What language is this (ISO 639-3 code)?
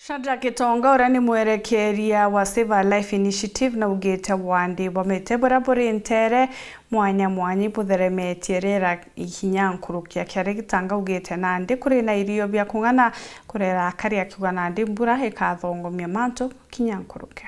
mer